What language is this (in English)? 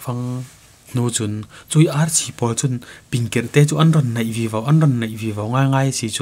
Falam Chin